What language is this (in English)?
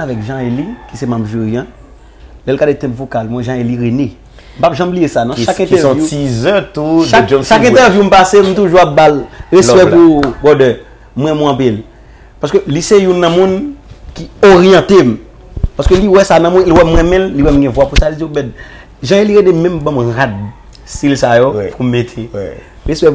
Haitian Creole